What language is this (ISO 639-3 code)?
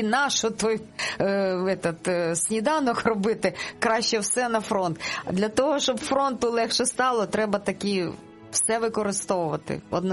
ukr